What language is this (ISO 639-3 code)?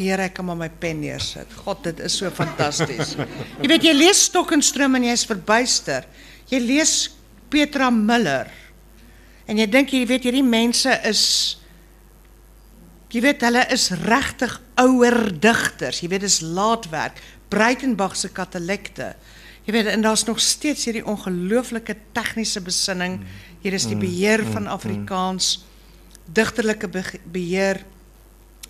afr